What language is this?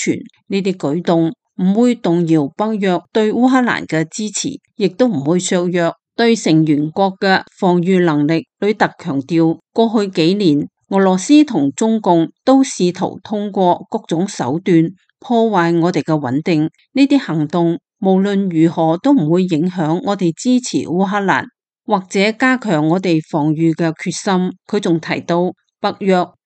Cantonese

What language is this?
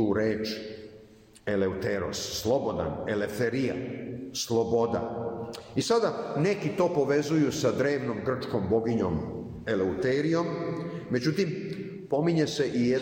Serbian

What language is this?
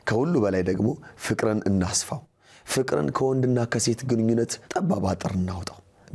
Amharic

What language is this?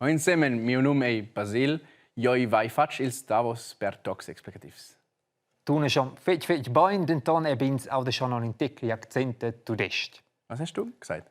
Romansh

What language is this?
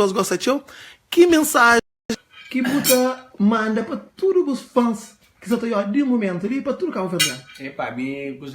Kabuverdianu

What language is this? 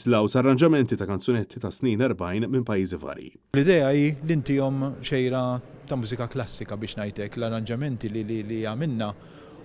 Maltese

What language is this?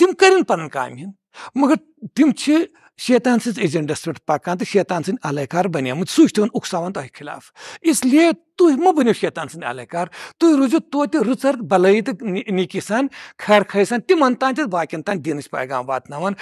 Kashmiri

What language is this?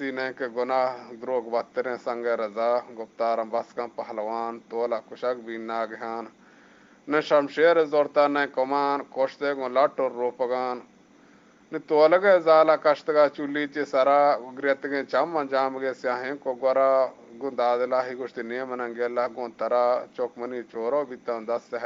Eastern Balochi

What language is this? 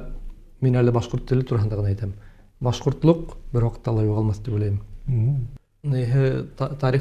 Bashkir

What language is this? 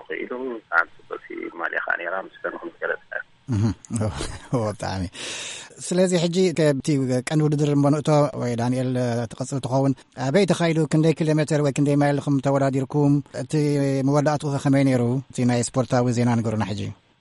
Tigrinya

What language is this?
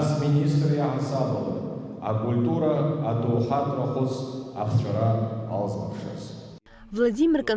Abkhazian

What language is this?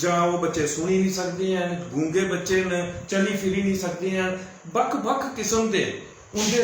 Dogri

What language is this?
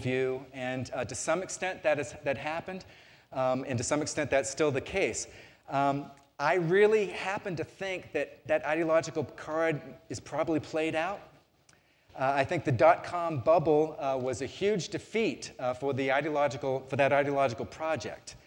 English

